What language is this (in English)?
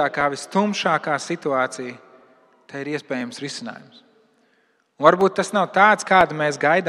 Latvian